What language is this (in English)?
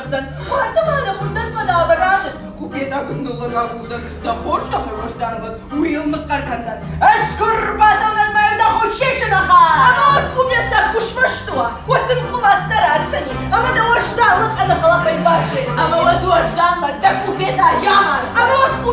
Ossetic